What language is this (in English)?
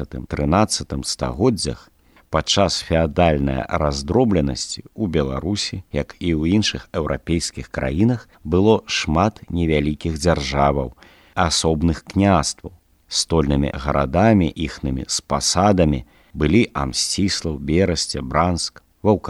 Belarusian